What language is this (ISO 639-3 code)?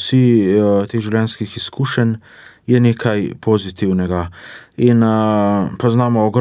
slv